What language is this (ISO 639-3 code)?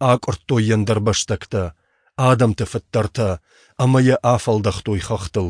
oss